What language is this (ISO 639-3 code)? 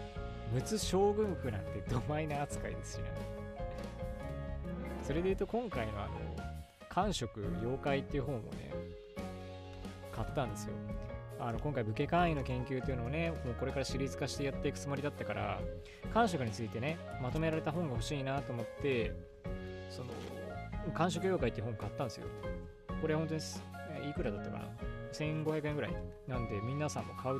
jpn